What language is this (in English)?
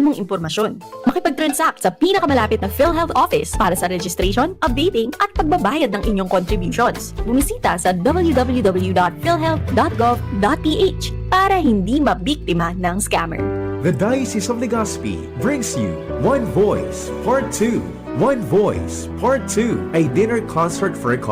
Bikol